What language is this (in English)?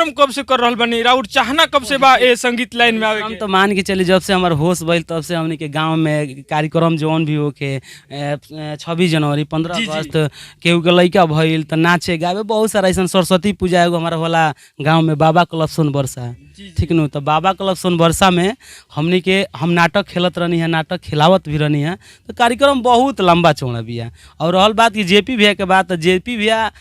Bhojpuri